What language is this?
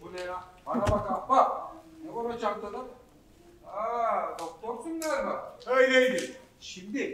Turkish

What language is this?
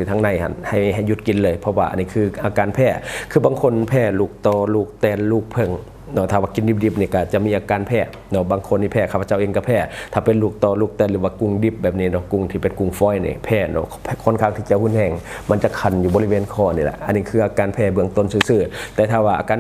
Lao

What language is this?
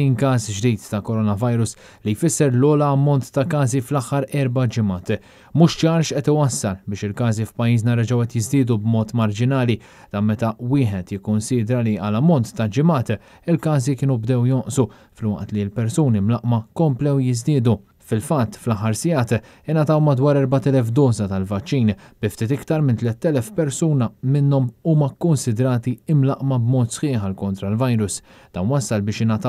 Maltese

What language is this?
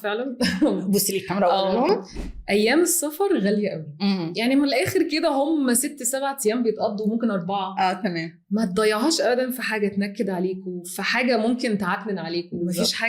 Egyptian Arabic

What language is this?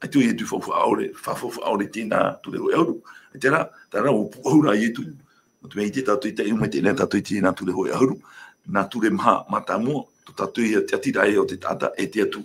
Tahitian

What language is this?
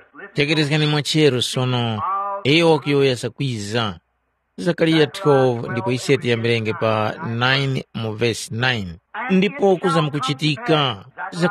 Tumbuka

